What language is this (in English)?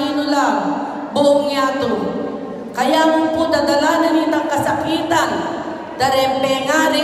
Pampanga